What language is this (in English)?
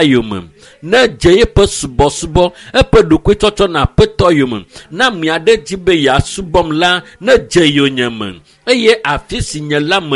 Ewe